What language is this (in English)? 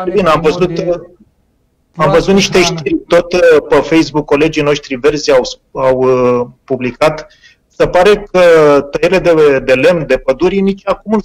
Romanian